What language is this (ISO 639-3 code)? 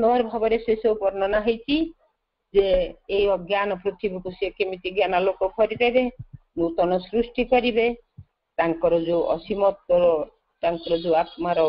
ori